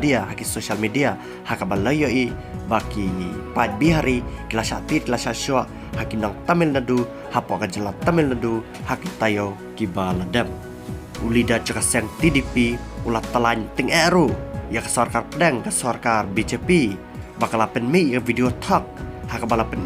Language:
Khasi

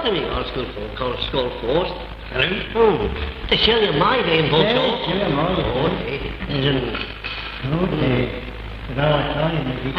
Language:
Manx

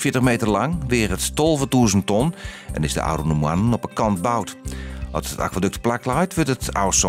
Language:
Western Frisian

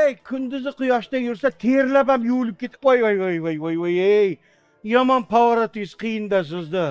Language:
Uzbek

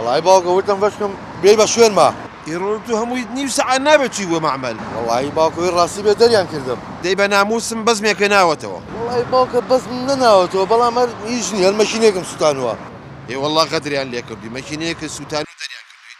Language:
Central Kurdish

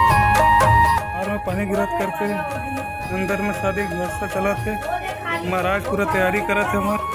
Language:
Chhattisgarhi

